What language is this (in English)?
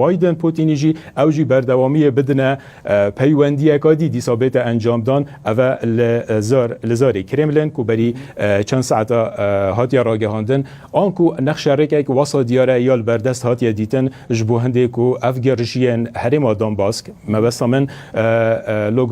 Kurdish